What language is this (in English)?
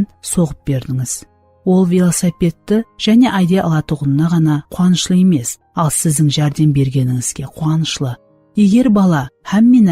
Kara-Kalpak